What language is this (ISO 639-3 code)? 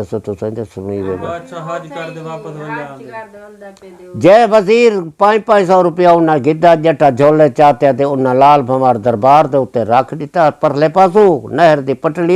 skr